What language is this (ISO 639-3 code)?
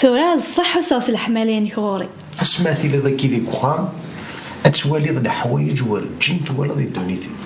kab